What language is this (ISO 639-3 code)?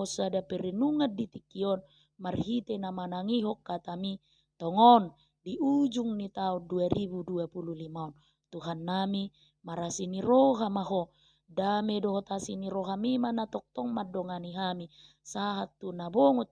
bbc